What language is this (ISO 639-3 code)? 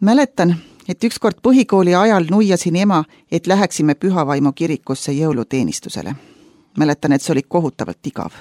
est